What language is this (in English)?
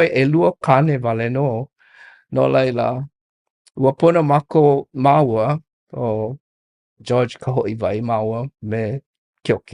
Hawaiian